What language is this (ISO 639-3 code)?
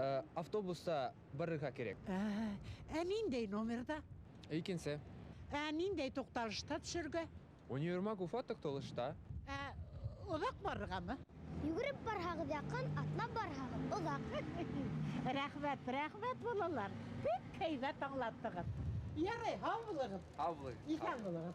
bak